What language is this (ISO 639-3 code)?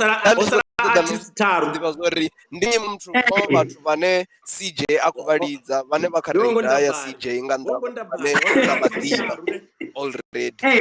ven